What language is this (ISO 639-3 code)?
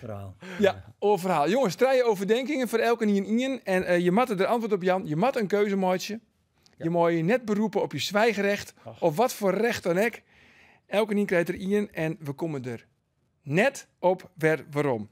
fry